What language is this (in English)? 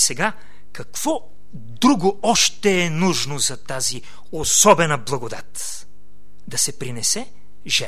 Bulgarian